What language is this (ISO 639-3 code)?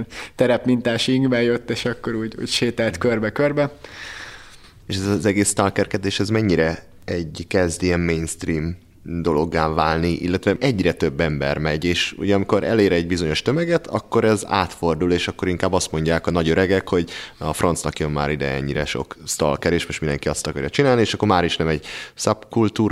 hun